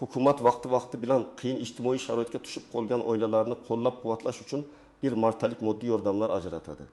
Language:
Uzbek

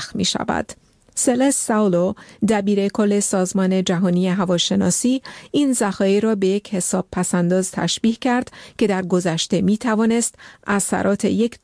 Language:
Persian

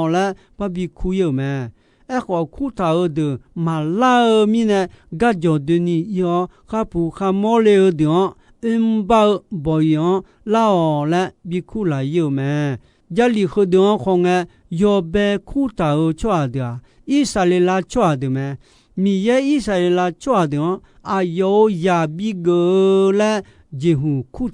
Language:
Akha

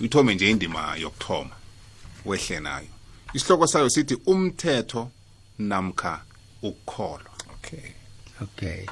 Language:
South Ndebele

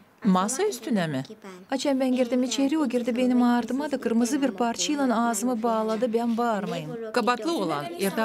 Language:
Gagauz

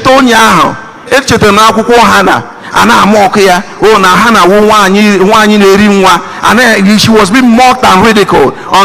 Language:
Igbo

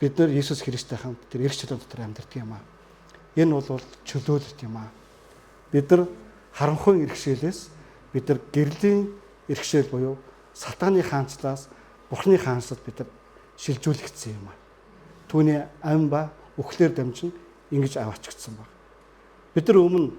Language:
Mongolian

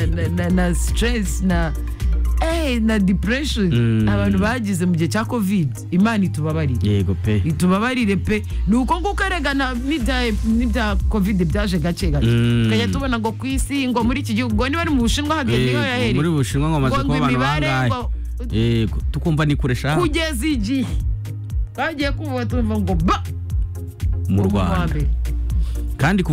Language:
Kinyarwanda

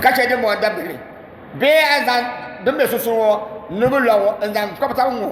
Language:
Dagbani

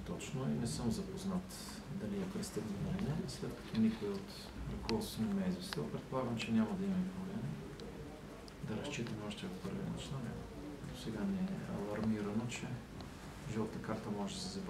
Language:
Bulgarian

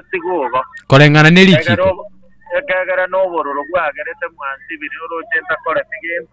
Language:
Gusii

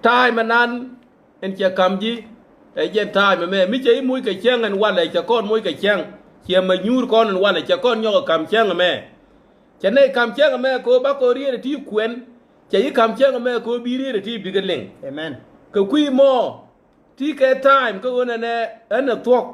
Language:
Nuer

